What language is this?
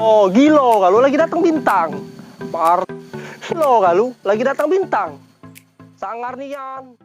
Musi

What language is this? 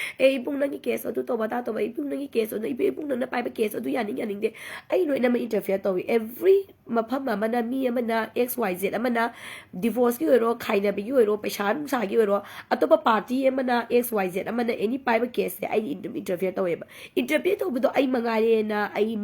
Manipuri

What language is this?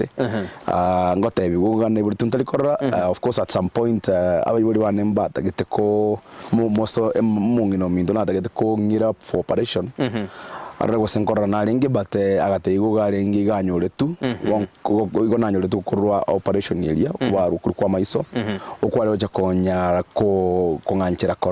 Gusii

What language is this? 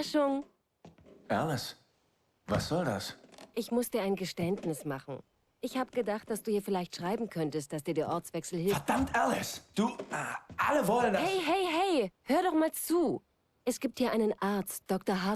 Bavarian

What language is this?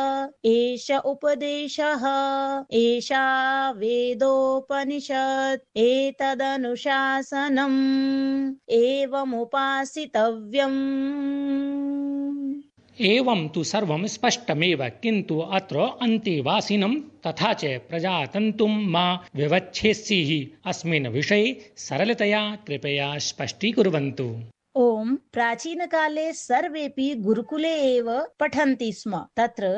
Sanskrit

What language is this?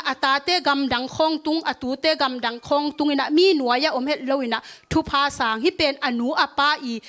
Tedim Chin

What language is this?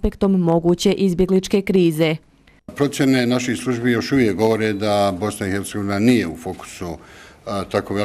Bosnian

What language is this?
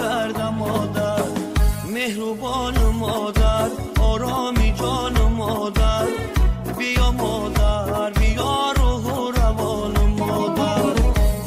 Tajik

